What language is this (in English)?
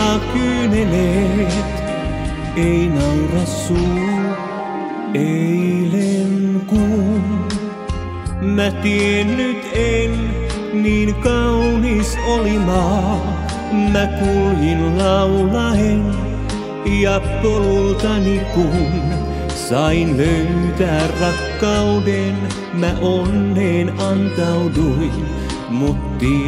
Finnish